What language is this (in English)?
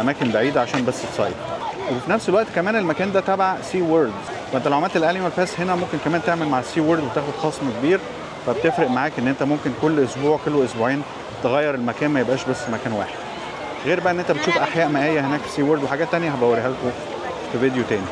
Egyptian Arabic